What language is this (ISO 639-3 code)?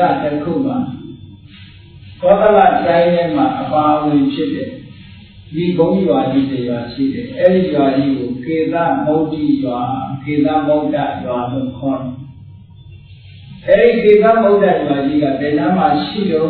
mya